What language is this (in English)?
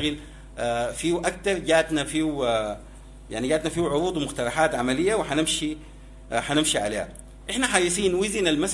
Sudanese Arabic